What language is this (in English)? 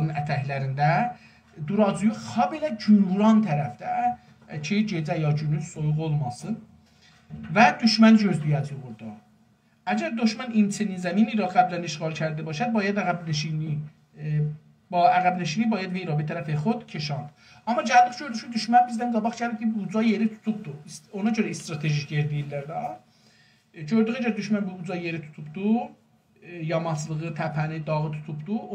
South Azerbaijani